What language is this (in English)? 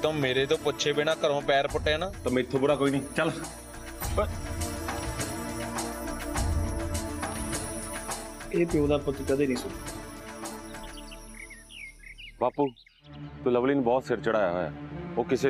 Punjabi